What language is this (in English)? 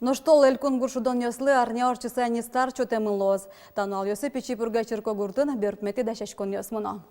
Udmurt